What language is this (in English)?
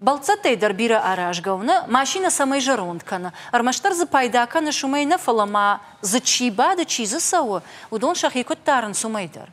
Ossetic